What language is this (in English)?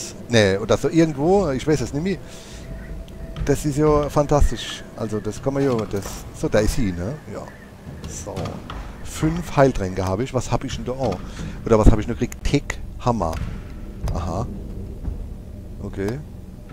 German